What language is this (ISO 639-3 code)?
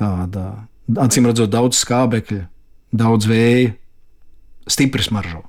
lav